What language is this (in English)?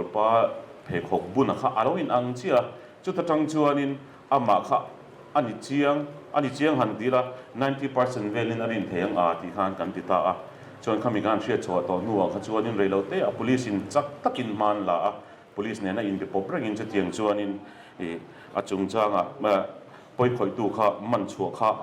Mizo